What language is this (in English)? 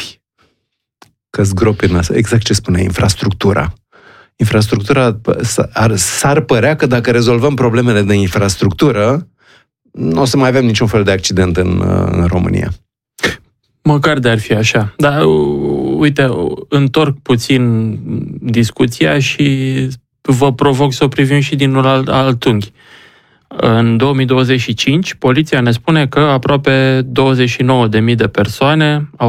Romanian